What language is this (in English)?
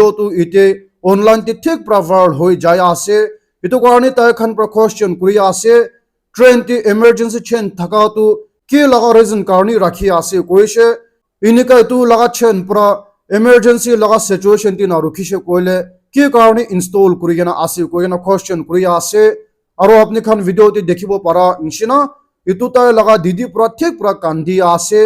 Naga Pidgin